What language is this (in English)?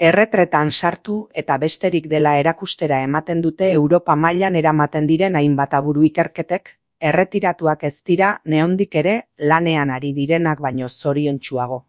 Basque